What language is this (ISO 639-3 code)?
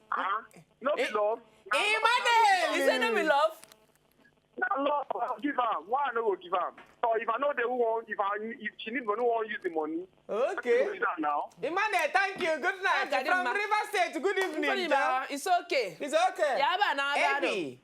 pcm